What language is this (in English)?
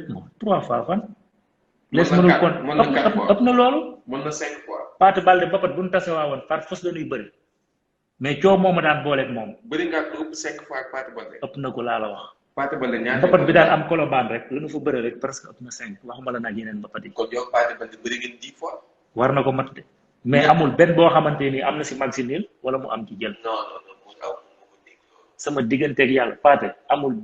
Wolof